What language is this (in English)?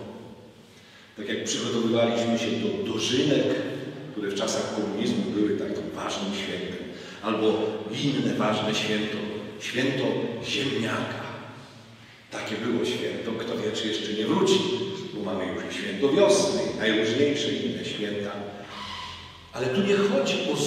Polish